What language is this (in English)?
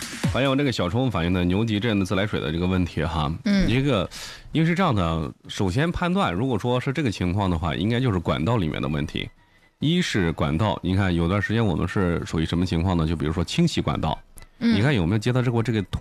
Chinese